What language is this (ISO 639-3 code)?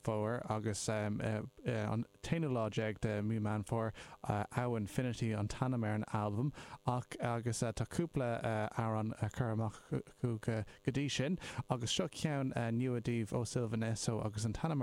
gle